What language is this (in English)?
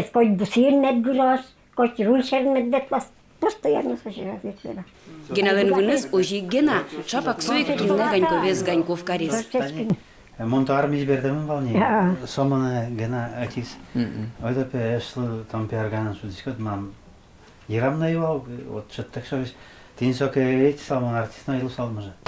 Udmurt